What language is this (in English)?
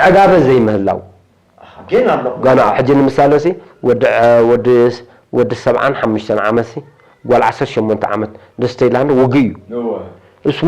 Tigrinya